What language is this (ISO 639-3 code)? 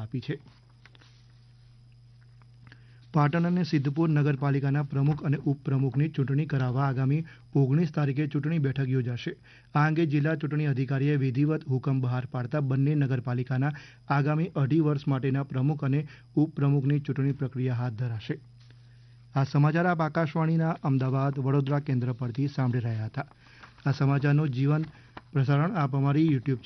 guj